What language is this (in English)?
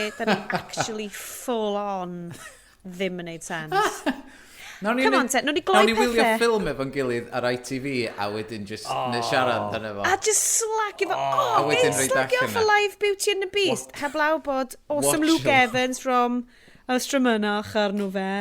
Welsh